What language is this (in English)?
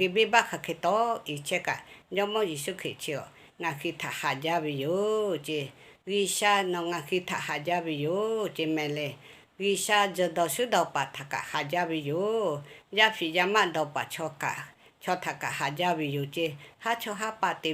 Lahu